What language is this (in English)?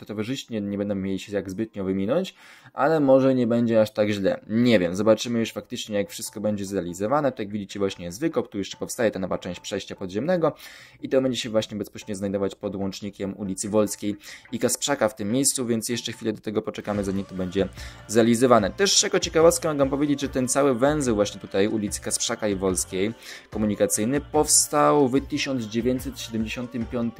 Polish